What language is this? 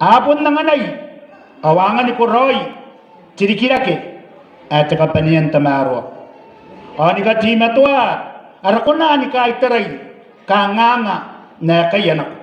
Gilbertese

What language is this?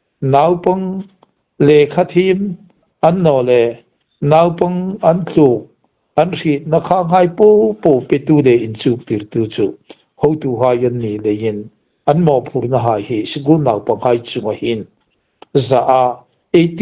Hmar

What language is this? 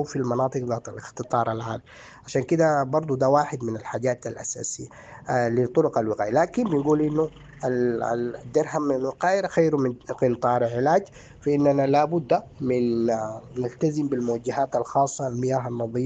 Sudanese Arabic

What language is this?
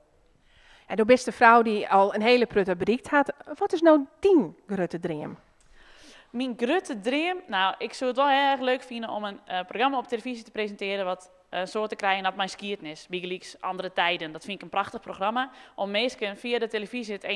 Western Frisian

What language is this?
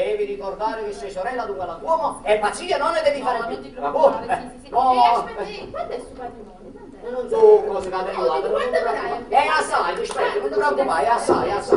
Neapolitan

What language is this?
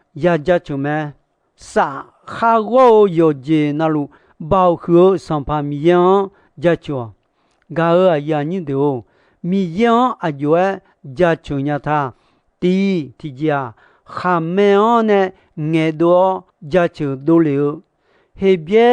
Akha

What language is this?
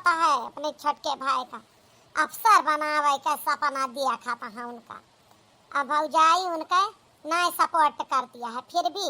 Awadhi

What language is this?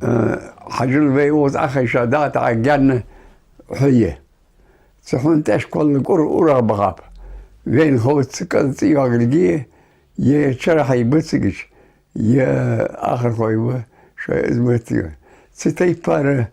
Ingush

